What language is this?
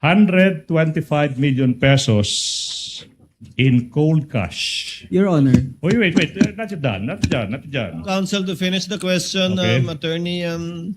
Waray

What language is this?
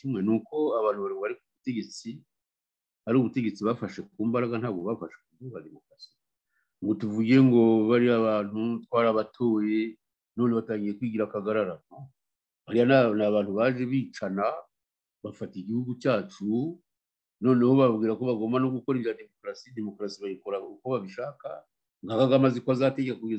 Kinyarwanda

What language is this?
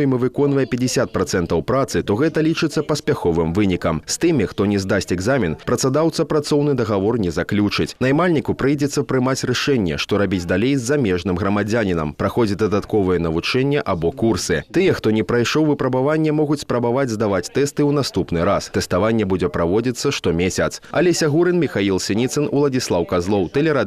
Belarusian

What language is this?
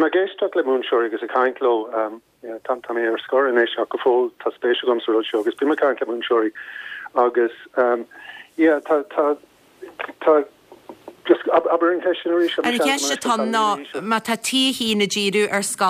Irish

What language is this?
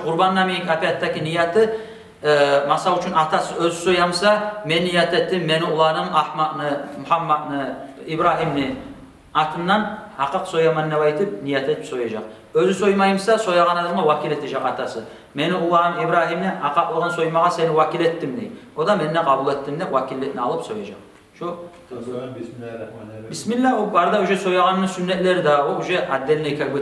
Kumyk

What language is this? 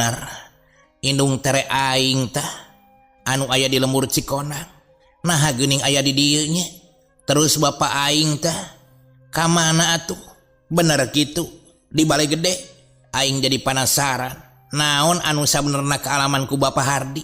Sundanese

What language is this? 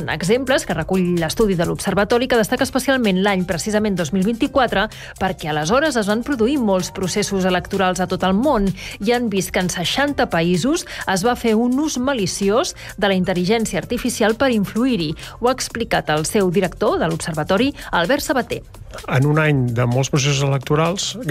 Catalan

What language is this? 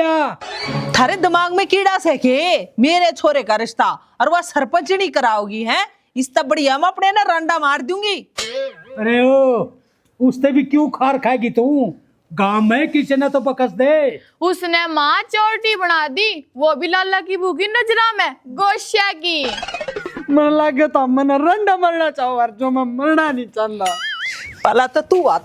Haryanvi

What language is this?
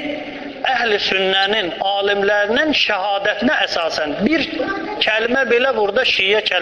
Azerbaijani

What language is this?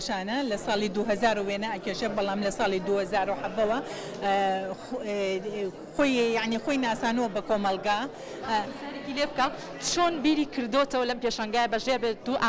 Central Kurdish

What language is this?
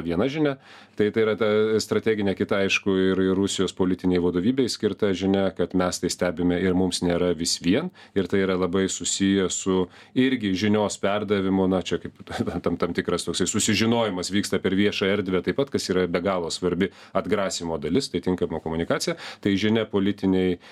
Lithuanian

